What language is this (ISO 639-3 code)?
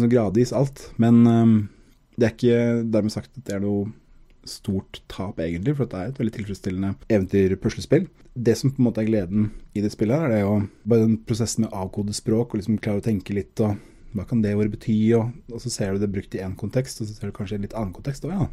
nor